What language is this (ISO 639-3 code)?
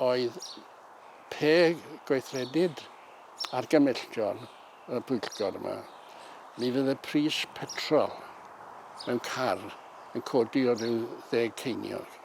cym